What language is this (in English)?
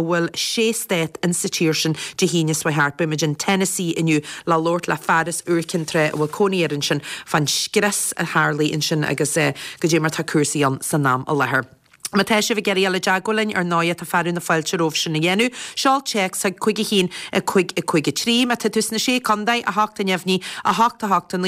Irish